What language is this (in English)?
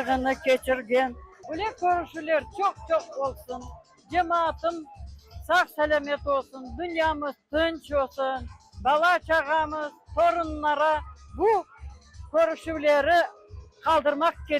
Crimean Tatar